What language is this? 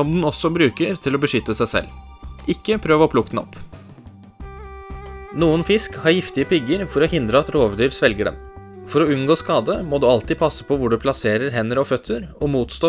Norwegian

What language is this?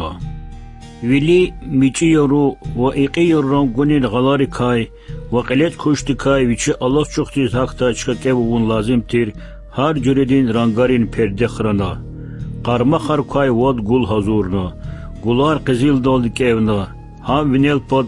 Lezghian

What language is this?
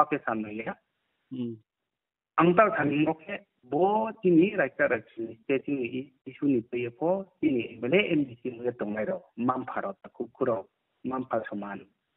Riang (India)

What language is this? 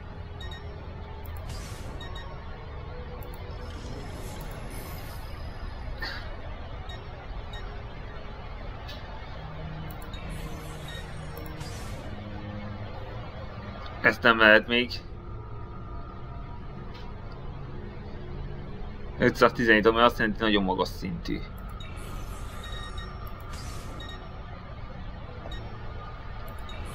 Hungarian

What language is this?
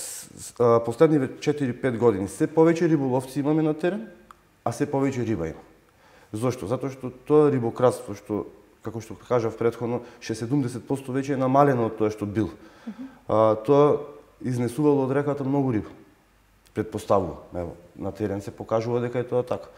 Macedonian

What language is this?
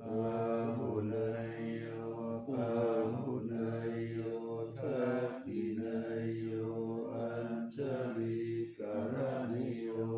Pali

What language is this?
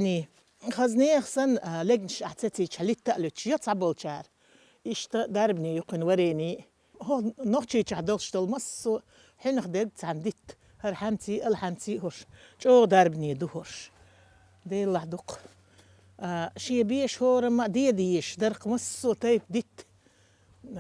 Chechen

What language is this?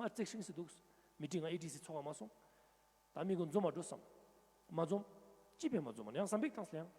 Ladakhi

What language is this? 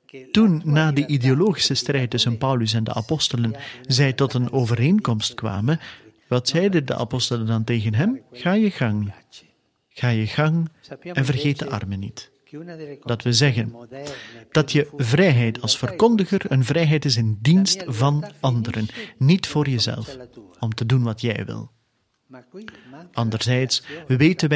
Dutch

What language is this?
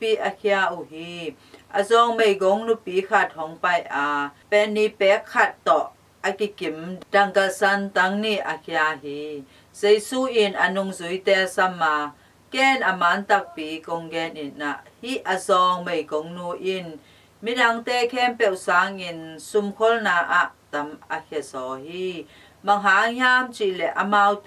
Tedim Chin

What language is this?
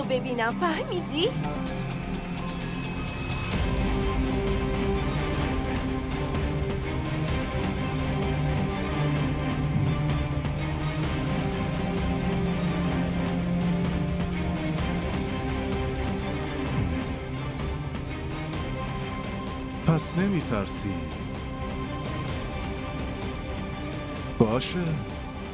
Persian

